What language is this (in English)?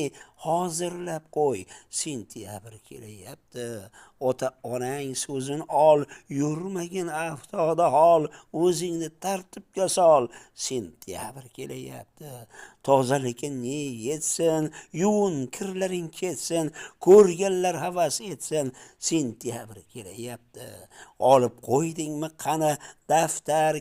Uzbek